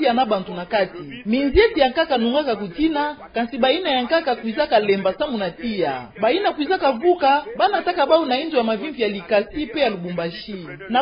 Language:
Kituba (Democratic Republic of Congo)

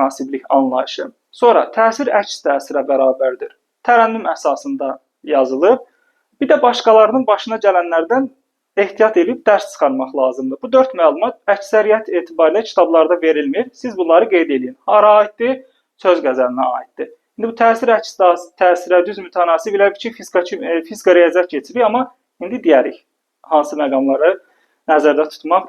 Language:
Azerbaijani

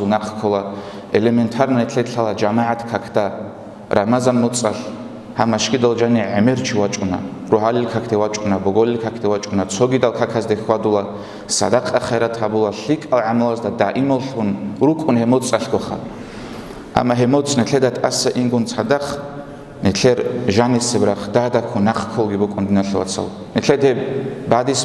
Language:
Avaric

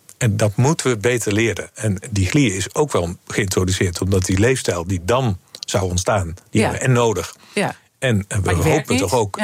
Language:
Dutch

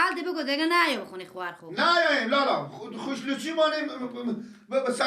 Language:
Persian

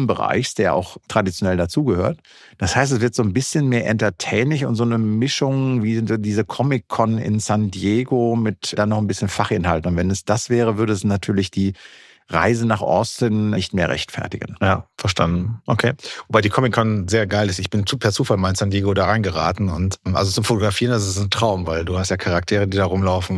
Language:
German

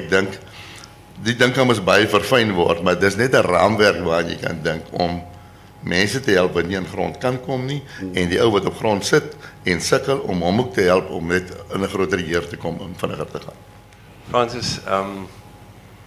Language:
Afrikaans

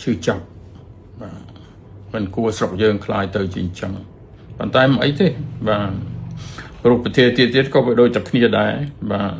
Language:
Khmer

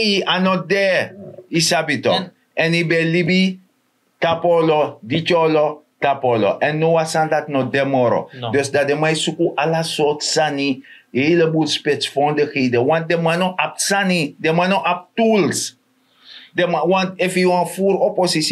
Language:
Sranan Tongo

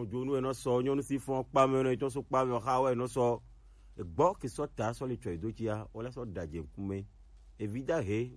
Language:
Gen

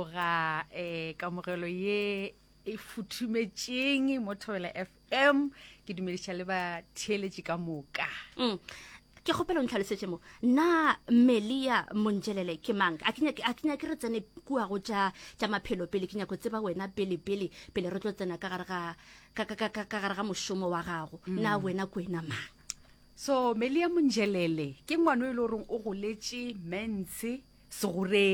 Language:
Northern Sotho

